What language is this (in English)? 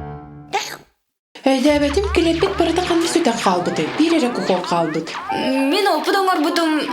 Yakut